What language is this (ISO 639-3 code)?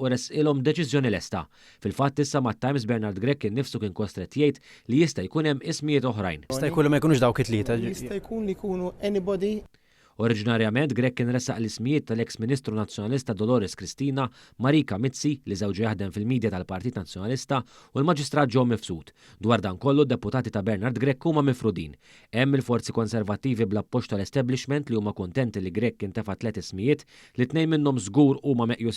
mlt